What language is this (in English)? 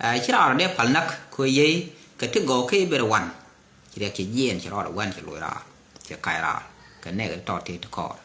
Nuer